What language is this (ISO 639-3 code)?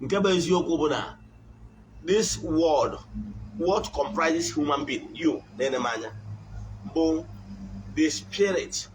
ibo